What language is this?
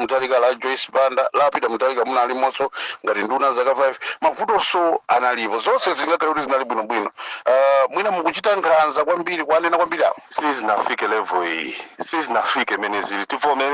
Nyanja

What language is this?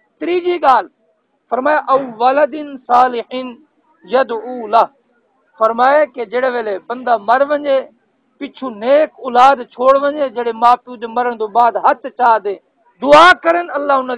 Saraiki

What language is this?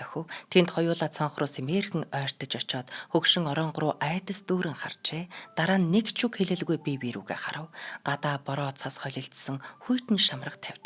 Mongolian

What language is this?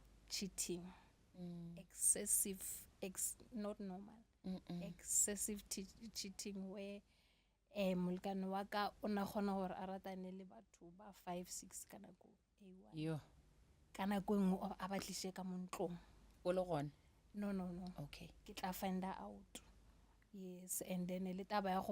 Northern Sotho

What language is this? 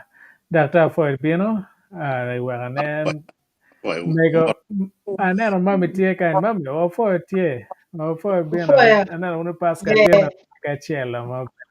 Acoli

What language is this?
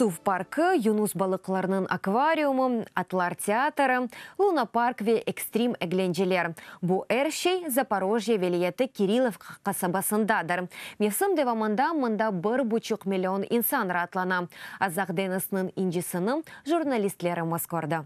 Crimean Tatar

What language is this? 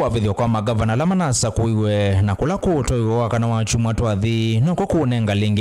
Kamba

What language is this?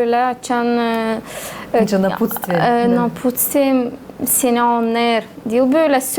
Gagauz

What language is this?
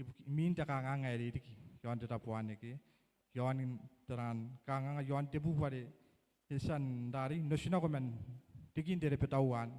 Gilbertese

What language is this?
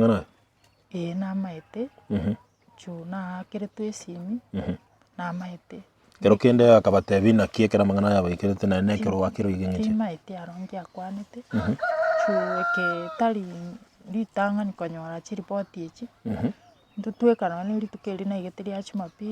Gusii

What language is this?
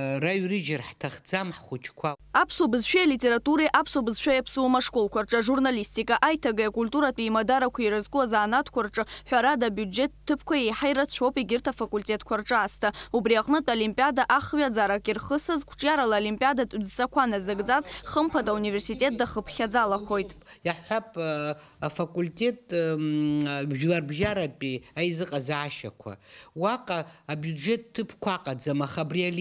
Abkhazian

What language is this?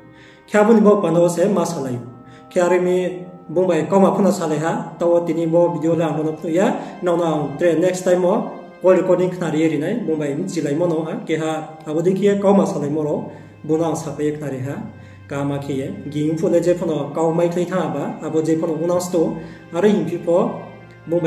Riang (India)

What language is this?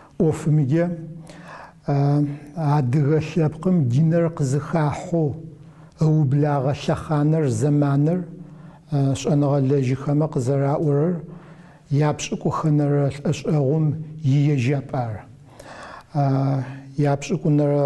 Adyghe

